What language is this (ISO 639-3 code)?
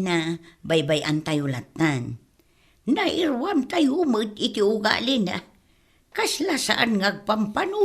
ilo